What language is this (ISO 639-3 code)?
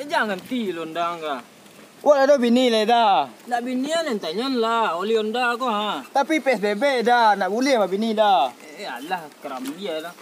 min